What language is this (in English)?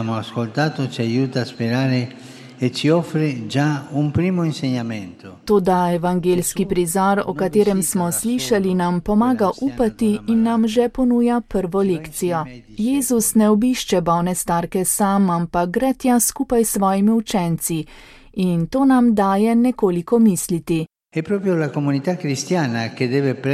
Slovenian